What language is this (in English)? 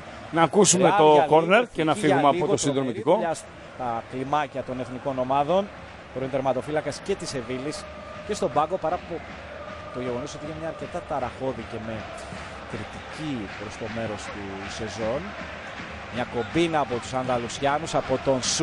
Greek